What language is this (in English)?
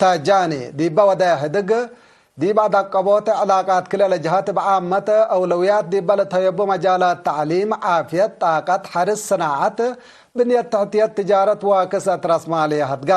Tigre